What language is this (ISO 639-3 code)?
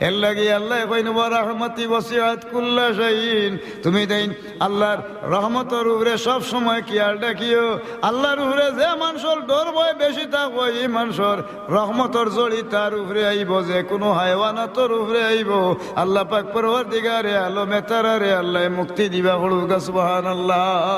syl